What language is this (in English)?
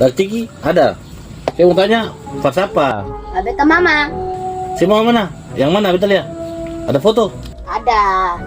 Ambonese Malay